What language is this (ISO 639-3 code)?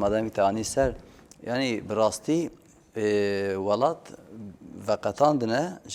kur